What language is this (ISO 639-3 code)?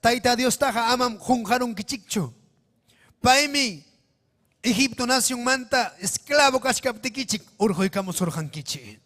quy